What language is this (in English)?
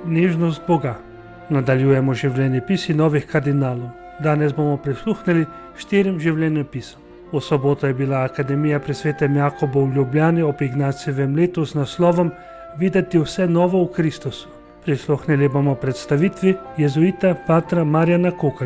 Slovenian